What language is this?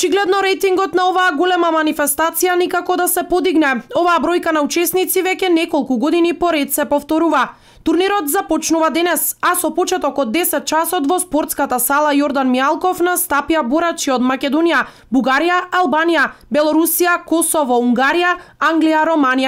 Macedonian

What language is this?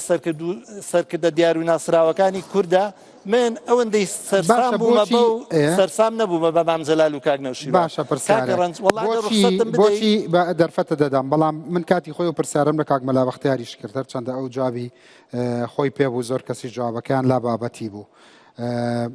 Central Kurdish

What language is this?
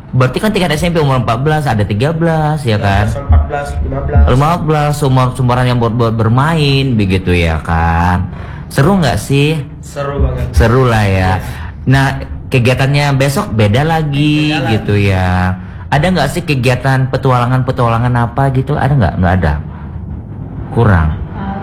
Indonesian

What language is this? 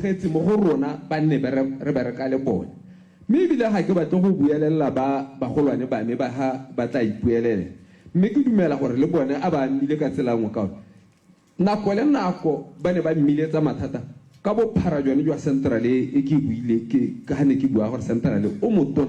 Tswana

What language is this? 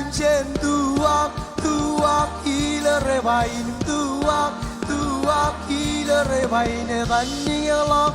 Marshallese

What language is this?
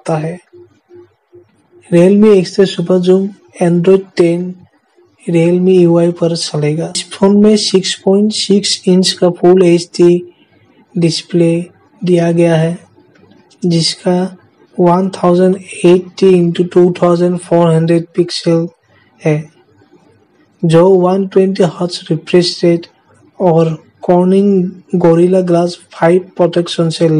Hindi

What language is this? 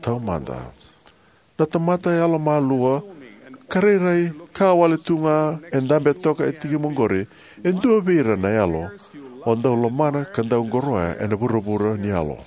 Fijian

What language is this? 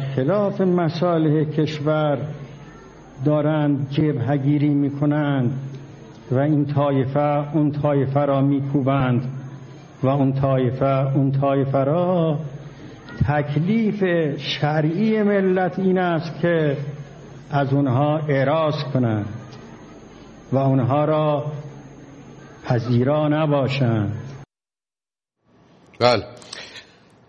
Persian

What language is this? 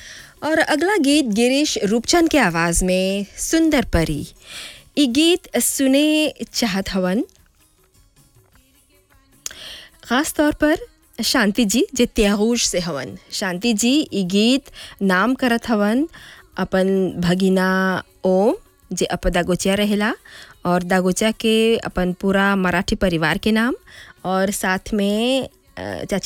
Bhojpuri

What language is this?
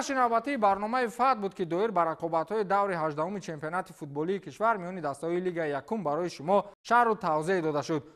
Tajik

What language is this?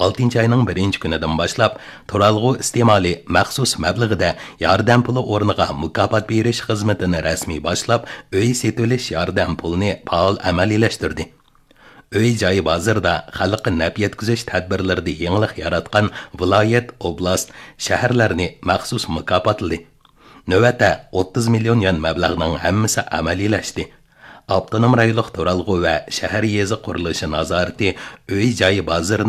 Uyghur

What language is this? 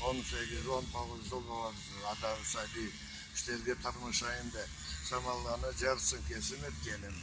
Karachay-Balkar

